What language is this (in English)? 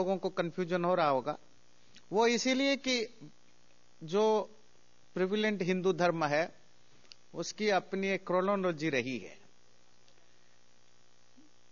Hindi